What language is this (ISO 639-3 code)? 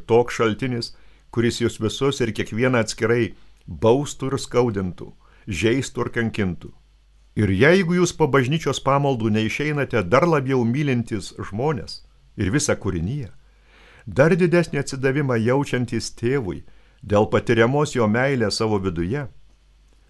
lit